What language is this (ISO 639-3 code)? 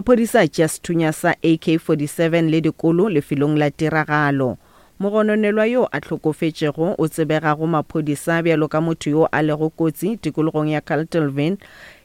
nso